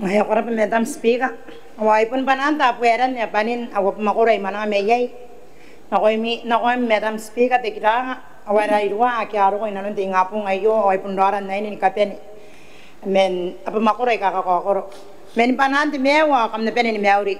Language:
Gilbertese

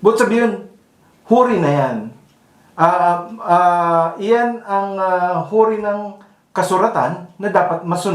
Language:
Bikol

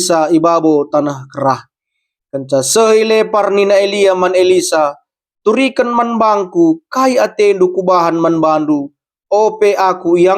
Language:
Batak Karo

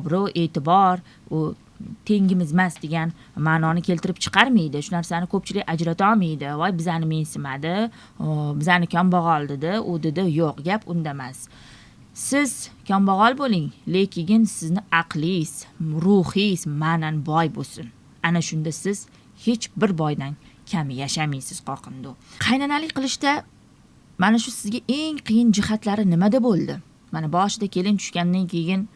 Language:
Uzbek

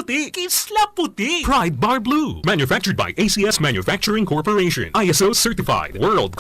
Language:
Bikol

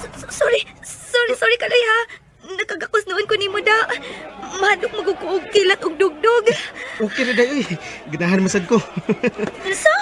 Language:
Cebuano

